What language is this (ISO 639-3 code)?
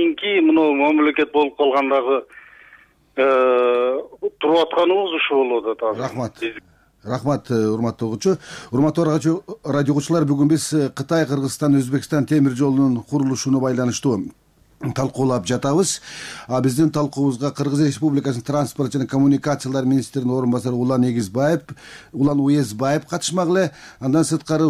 kir